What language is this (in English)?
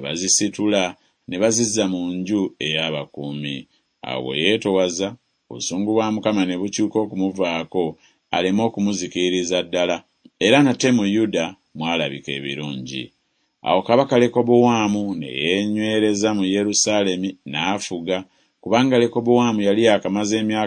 Ganda